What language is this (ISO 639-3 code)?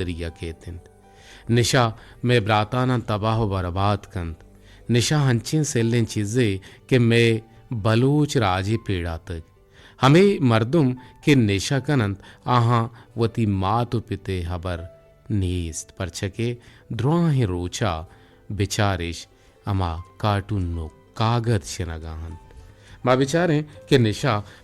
bgp